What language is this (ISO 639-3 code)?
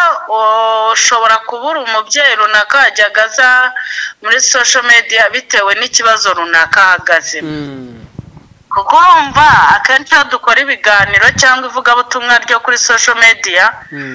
kin